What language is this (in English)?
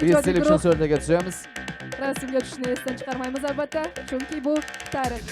Kara-Kalpak